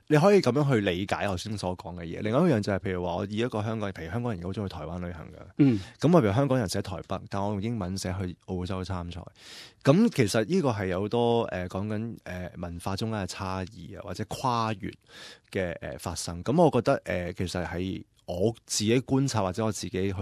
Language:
Cantonese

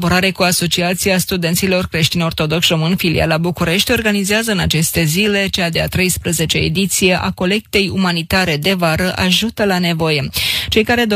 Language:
Romanian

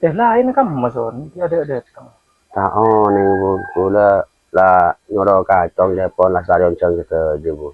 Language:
Madurese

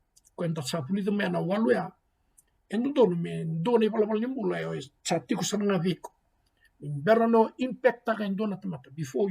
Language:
Fijian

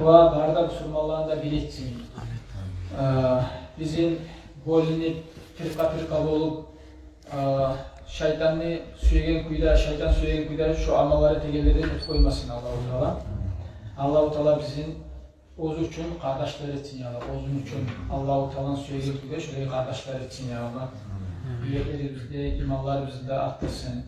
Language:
Kumyk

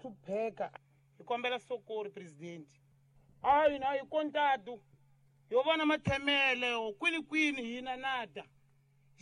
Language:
Tsonga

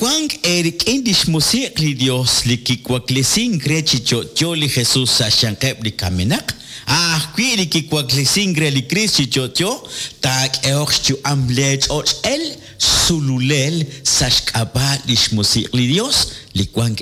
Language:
Kekchí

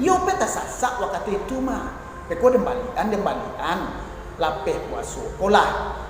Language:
Minangkabau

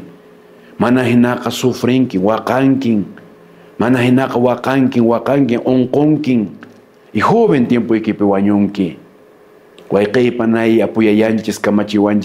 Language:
Quechua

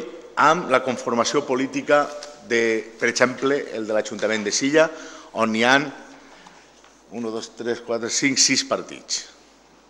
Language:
Catalan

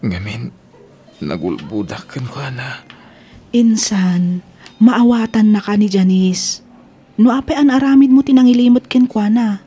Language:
Iloko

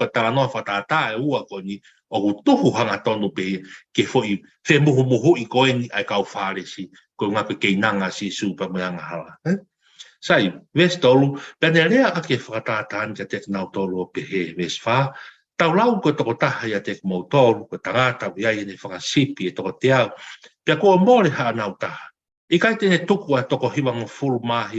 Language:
Tongan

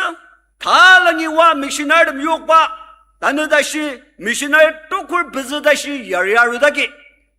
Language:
Ao Naga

